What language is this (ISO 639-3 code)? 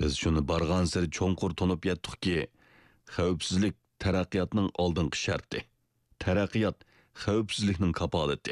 uig